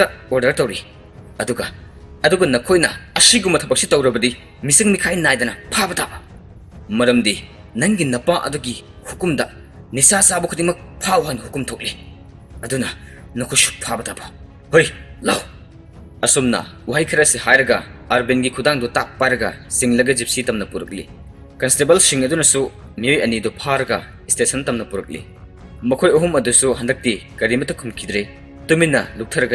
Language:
Manipuri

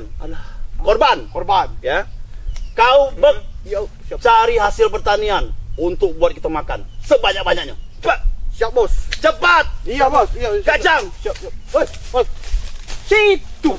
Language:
Musi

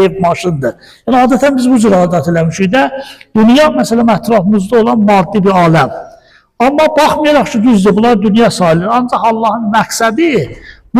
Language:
Azerbaijani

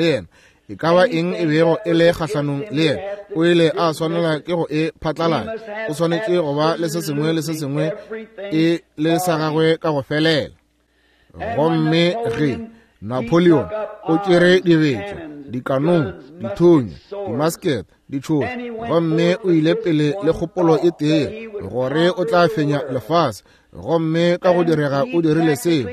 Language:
Northern Sotho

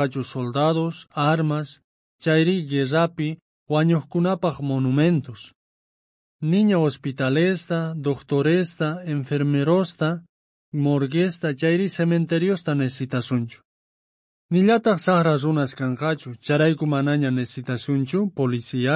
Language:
South Bolivian Quechua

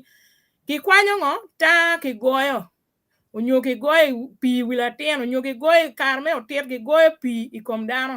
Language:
Acoli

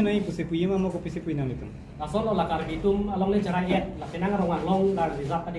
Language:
Karbi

